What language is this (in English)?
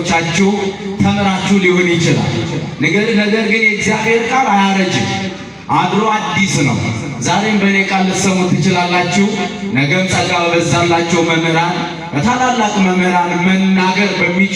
Amharic